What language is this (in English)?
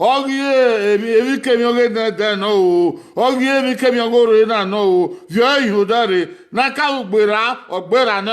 Bini